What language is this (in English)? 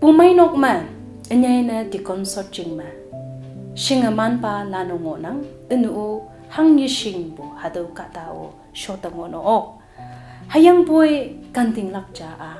Konyak Naga